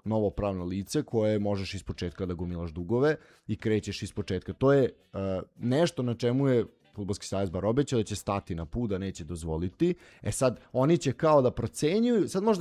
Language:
Serbian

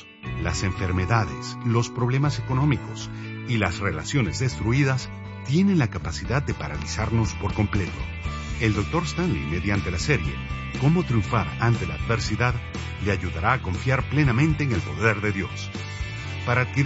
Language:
Spanish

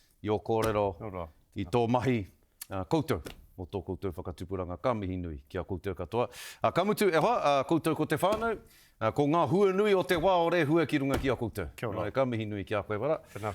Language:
Māori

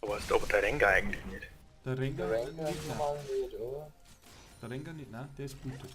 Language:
Bavarian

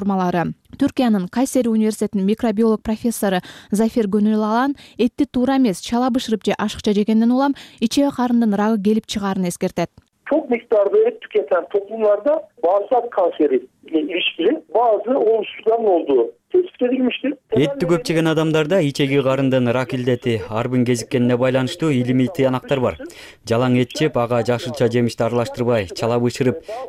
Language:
Kyrgyz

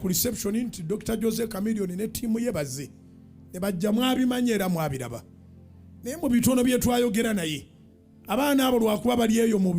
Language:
Ganda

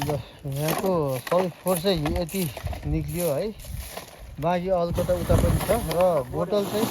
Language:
Nepali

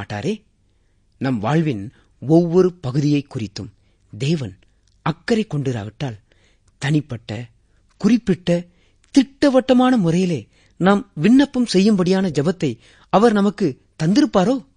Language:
Tamil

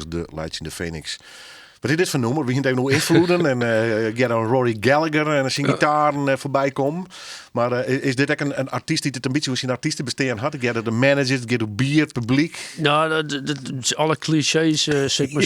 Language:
Western Frisian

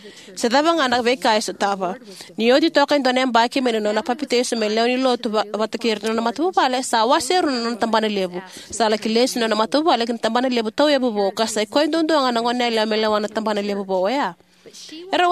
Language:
Fijian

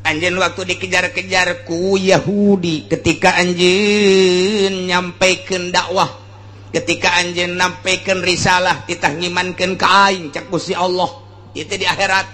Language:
Sundanese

